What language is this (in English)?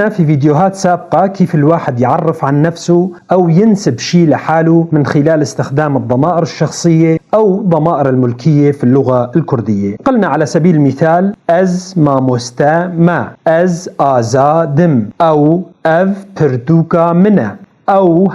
North Levantine Arabic